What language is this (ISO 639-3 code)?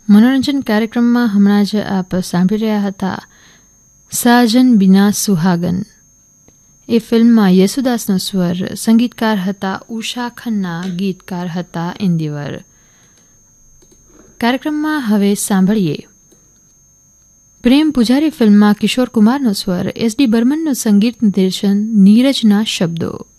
guj